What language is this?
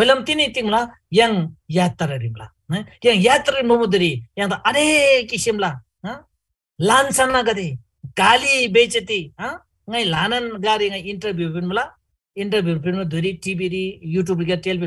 Eastern Tamang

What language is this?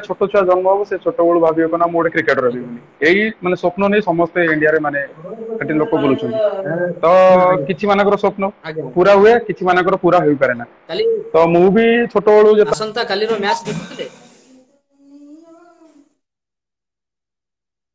Odia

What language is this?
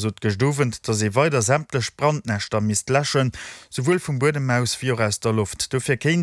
Luxembourgish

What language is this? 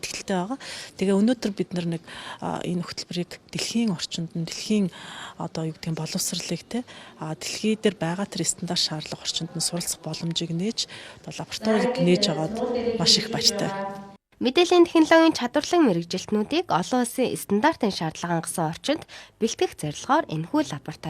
Mongolian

